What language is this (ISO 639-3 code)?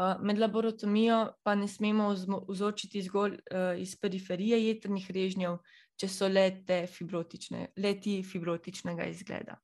slv